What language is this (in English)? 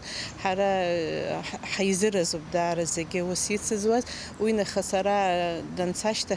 Abkhazian